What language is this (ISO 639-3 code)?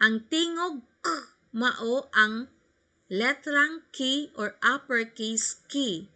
ceb